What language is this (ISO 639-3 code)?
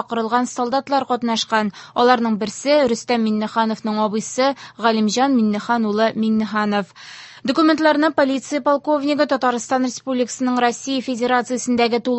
tat